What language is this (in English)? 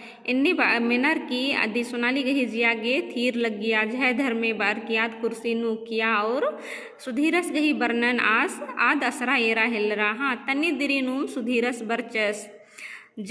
Kurukh